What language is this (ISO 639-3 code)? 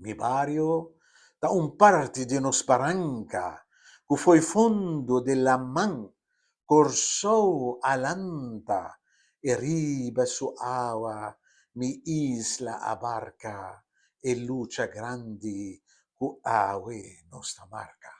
pap